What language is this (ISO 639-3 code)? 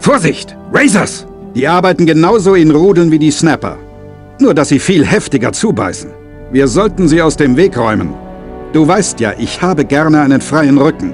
bar